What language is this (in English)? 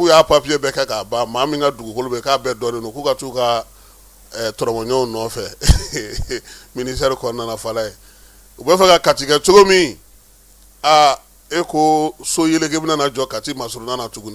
Bambara